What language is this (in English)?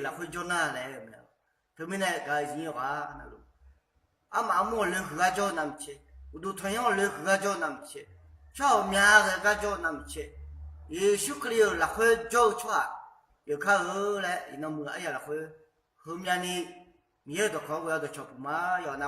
Akha